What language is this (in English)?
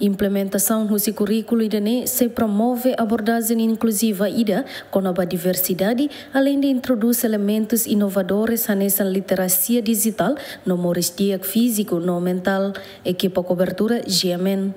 Tetum